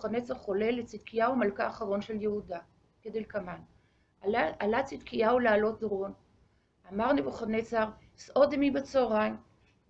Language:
Hebrew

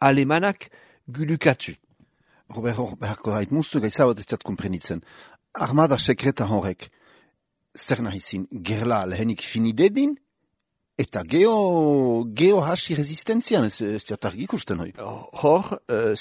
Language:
Basque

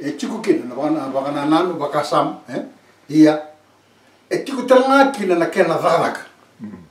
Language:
Fijian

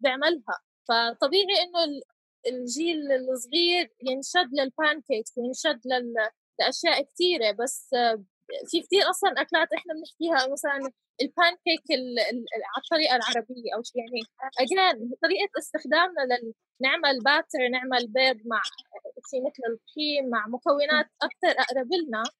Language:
North Levantine Arabic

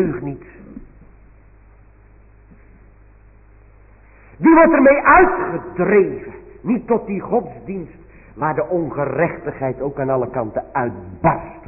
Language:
Dutch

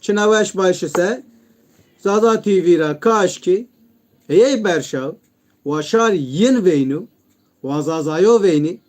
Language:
Zaza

